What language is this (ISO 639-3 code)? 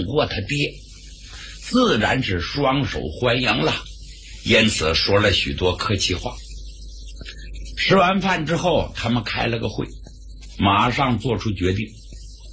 zho